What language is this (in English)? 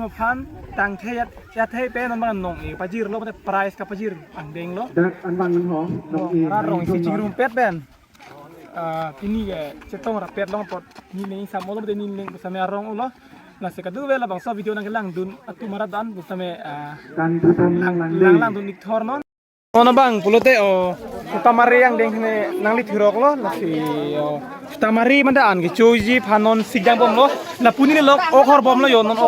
Karbi